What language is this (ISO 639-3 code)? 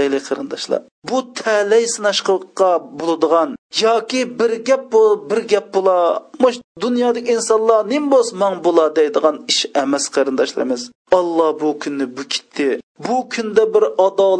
uig